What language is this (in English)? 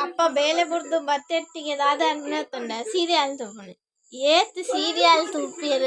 Tulu